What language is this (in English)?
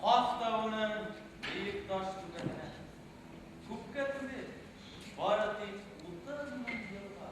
Bashkir